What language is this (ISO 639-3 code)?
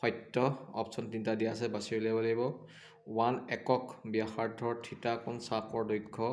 asm